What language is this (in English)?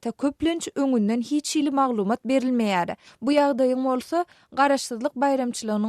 Turkmen